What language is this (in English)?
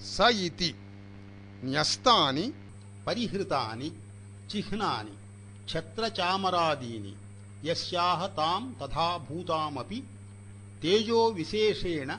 Sanskrit